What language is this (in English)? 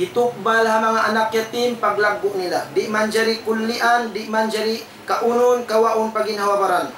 Tausug